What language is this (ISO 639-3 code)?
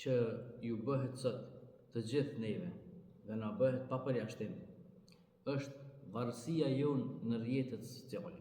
sqi